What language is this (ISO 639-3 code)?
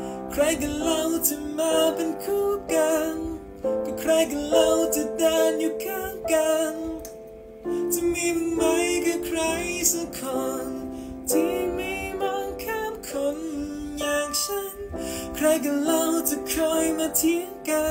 tha